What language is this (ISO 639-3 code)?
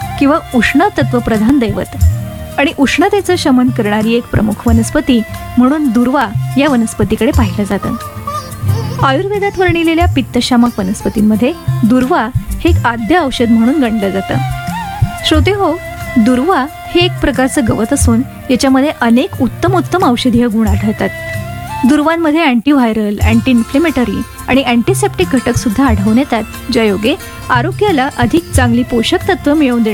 mar